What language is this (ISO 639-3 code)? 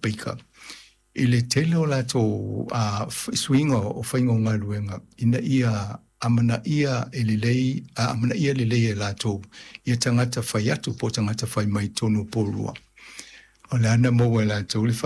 smo